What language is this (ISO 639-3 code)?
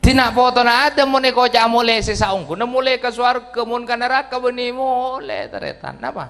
mad